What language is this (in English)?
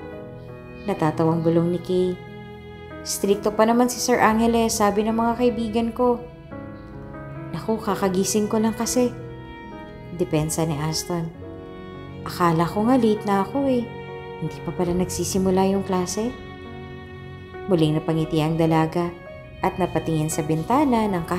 Filipino